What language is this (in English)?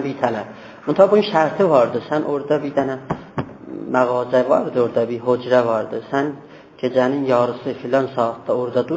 South Azerbaijani